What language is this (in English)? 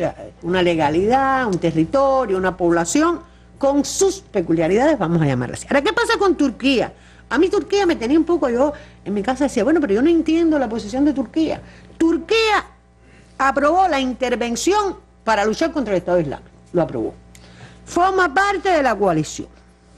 Spanish